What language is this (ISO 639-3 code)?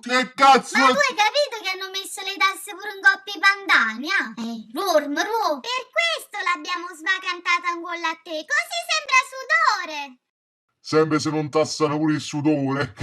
nap